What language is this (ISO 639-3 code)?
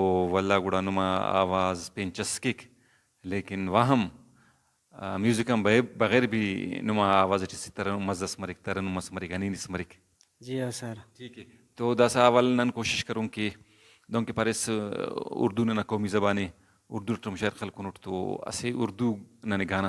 brh